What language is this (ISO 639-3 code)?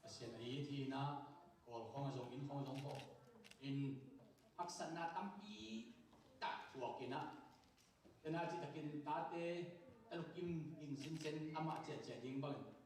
ctd